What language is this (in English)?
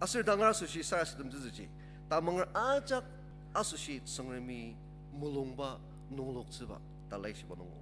Ao Naga